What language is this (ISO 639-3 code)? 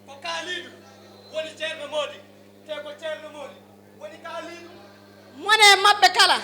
ful